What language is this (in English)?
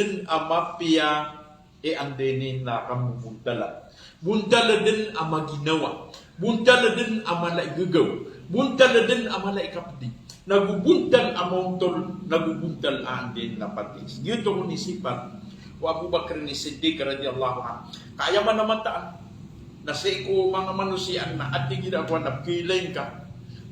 Maranao